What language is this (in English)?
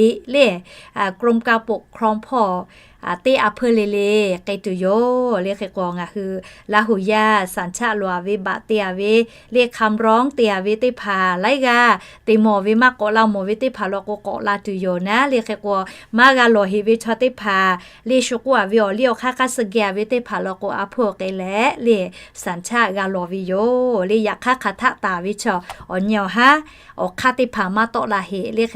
Lahu